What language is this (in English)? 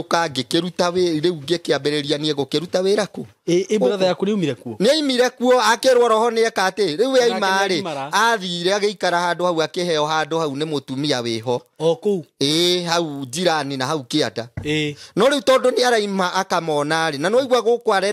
Kikuyu